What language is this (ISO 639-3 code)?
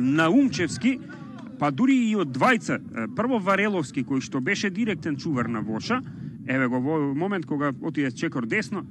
mkd